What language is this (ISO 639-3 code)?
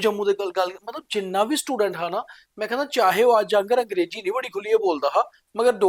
doi